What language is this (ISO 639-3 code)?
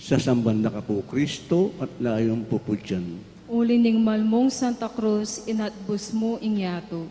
pam